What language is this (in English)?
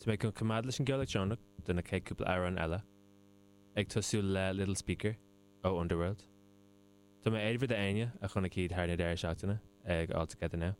Irish